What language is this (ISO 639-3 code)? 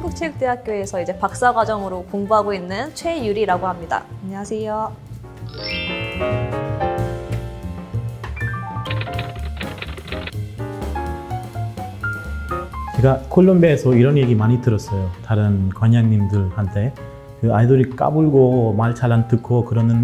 kor